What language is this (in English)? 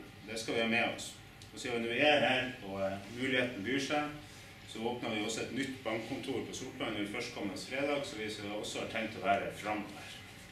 Norwegian